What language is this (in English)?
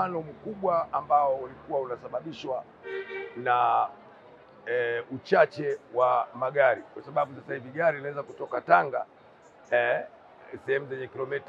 Swahili